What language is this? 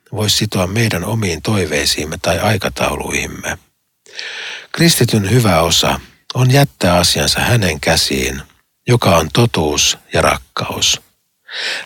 Finnish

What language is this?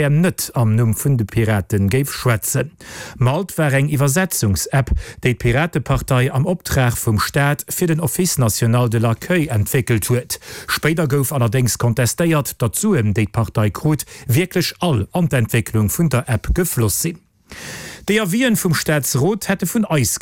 Luxembourgish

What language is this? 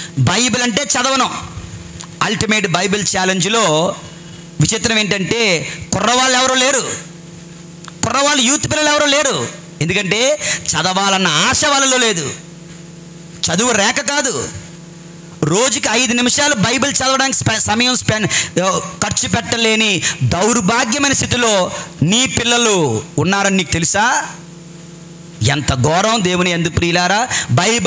Telugu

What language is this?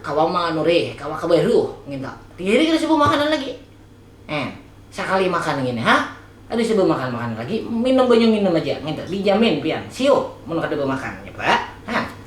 Banjar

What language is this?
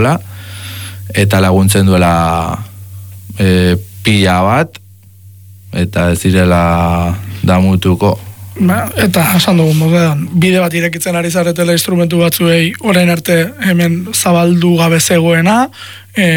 Basque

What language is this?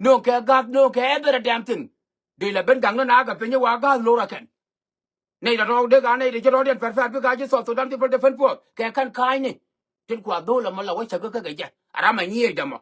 Nuer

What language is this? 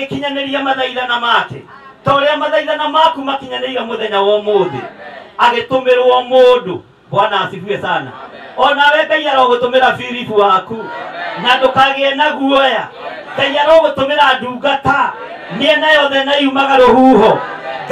Kikuyu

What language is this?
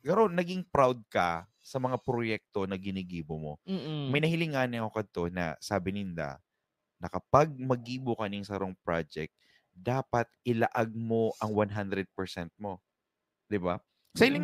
Bikol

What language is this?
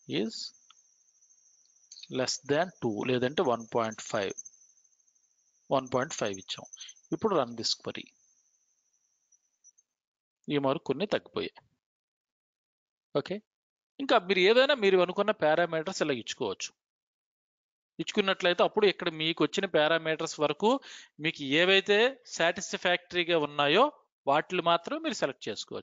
Telugu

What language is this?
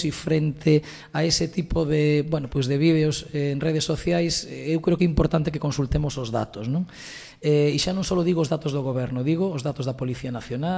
Galician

